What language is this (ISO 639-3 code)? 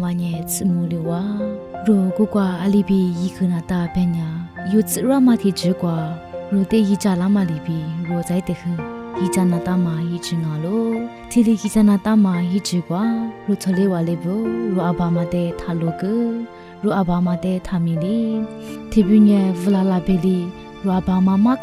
lis